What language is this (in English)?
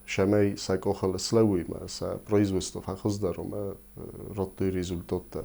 Ossetic